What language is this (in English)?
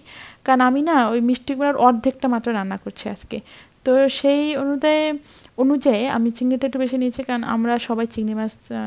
Bangla